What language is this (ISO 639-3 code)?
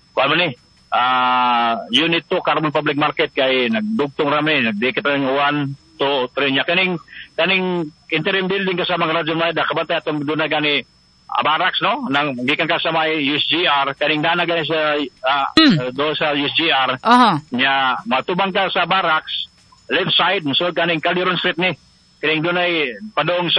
ceb